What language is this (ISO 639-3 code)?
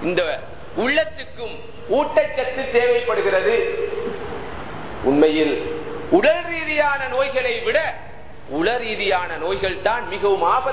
tam